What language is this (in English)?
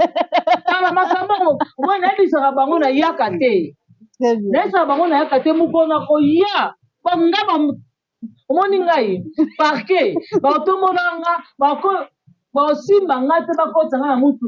Lingala